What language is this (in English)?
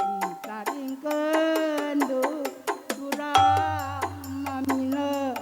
Batak Karo